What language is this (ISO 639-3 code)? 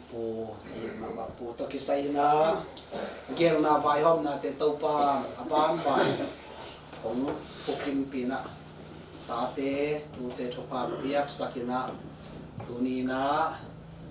ctd